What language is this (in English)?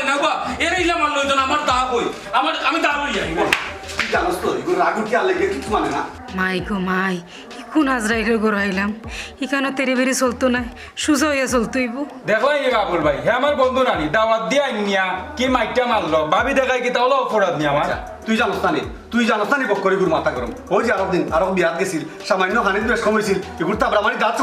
Sylheti